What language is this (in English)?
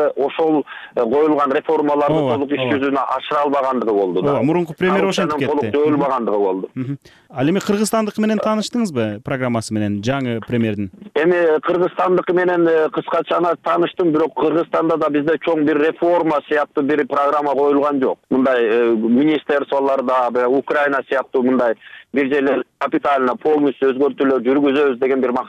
Kyrgyz